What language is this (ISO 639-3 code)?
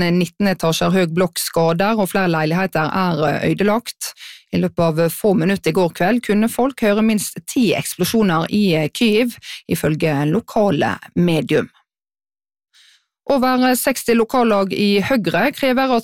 nor